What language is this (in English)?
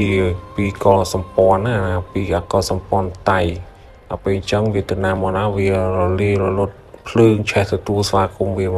Khmer